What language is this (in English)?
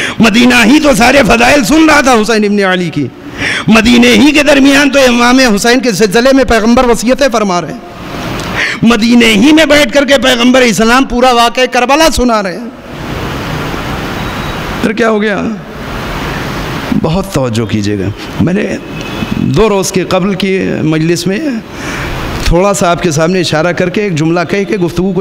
Urdu